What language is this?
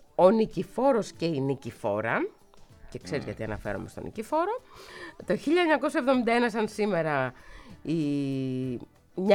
Greek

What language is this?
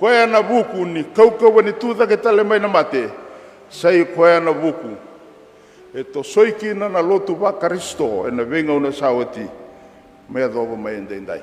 Fijian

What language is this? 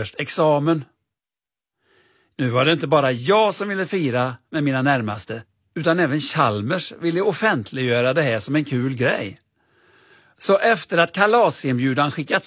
Swedish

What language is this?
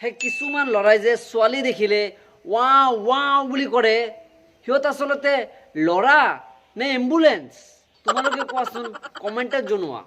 Assamese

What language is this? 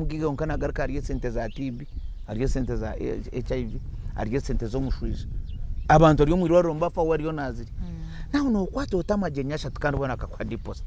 Nyankole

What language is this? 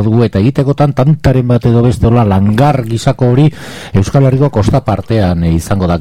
Basque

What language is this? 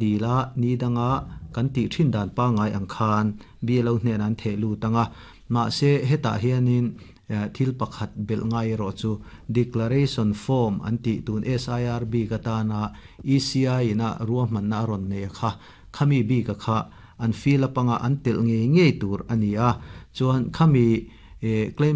Mizo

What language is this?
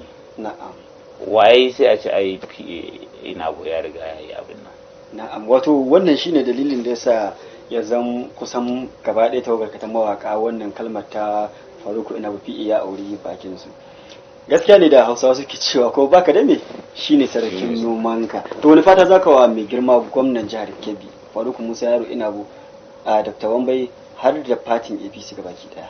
Hausa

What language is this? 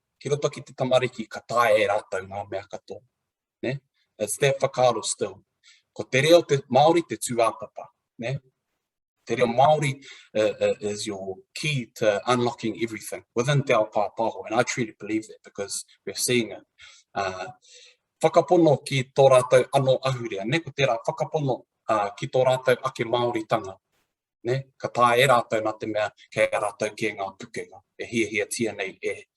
Māori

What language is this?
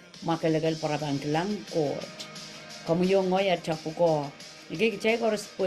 Pohnpeian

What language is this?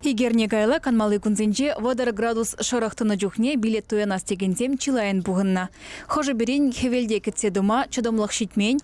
Chuvash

